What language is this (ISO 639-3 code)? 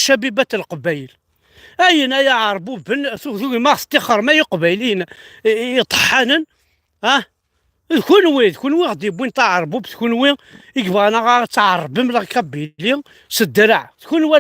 kab